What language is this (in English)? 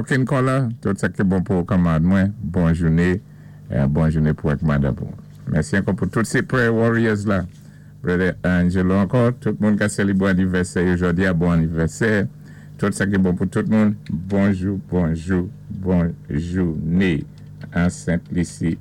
Saint Lucian Creole French